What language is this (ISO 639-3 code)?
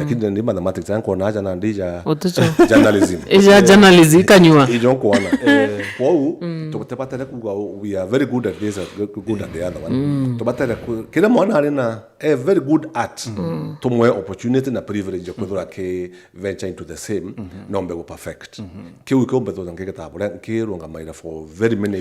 mer